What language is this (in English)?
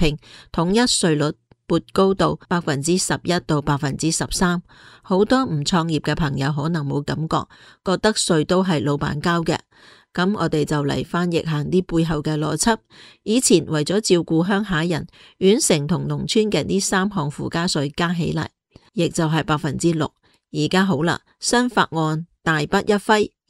Cantonese